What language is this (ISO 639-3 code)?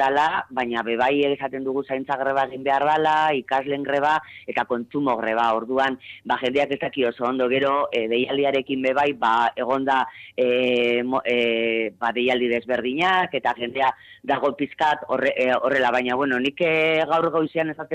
eus